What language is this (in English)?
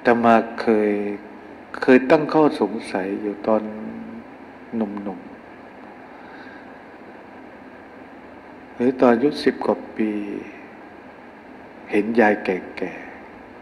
Thai